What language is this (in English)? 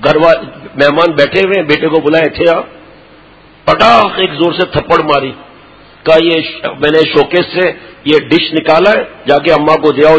Urdu